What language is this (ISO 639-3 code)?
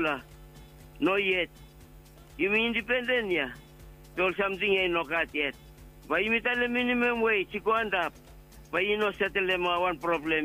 bis